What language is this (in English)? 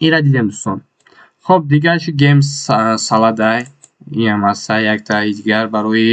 Tajik